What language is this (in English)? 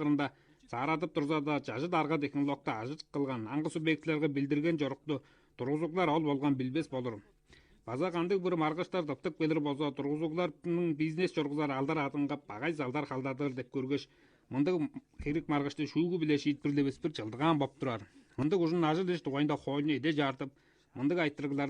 Tuvinian